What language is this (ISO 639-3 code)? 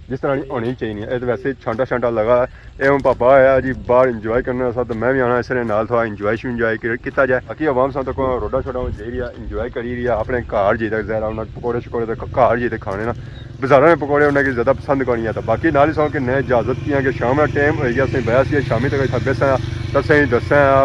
phr